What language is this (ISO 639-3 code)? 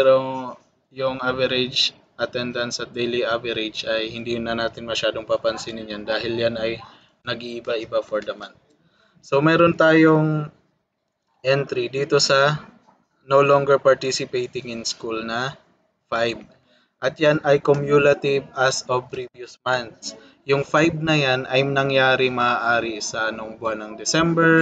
fil